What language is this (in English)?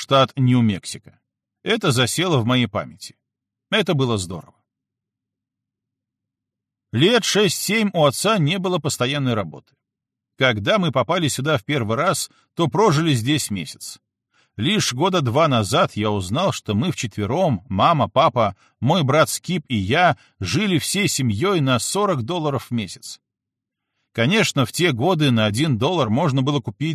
Russian